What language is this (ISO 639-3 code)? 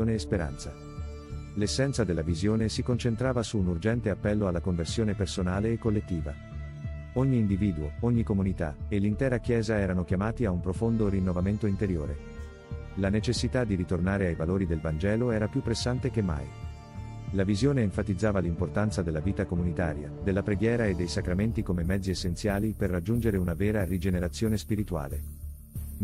ita